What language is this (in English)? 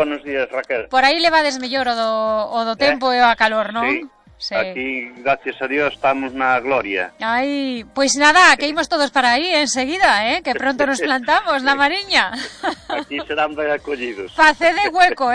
Galician